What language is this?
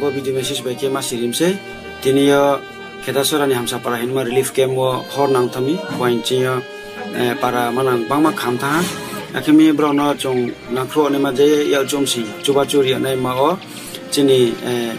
Riang (India)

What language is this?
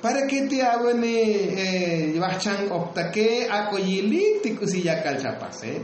Tzotzil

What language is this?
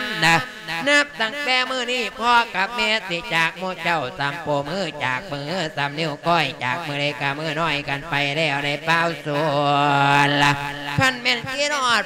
Lao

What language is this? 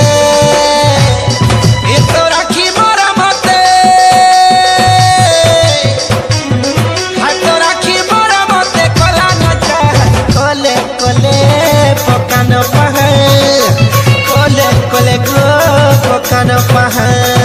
Sambalpuri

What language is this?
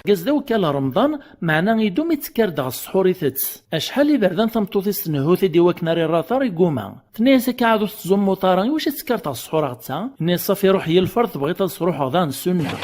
Kabyle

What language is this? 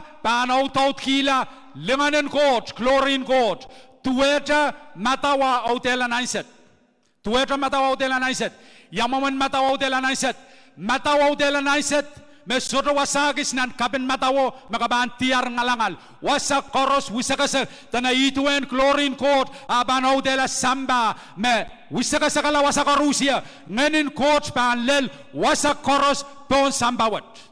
Pohnpeian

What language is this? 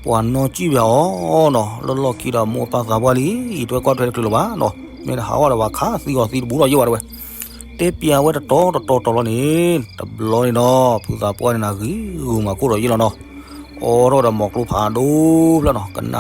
S'gaw Karen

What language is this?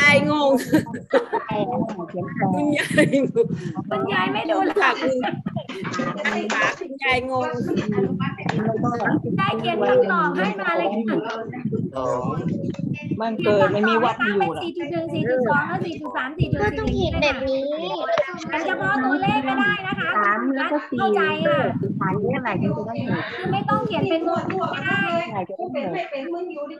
Thai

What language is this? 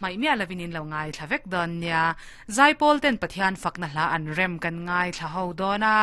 Mizo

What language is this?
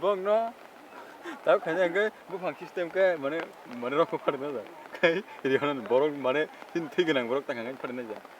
Kok Borok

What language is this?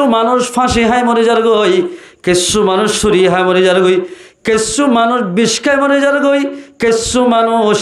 Rohingya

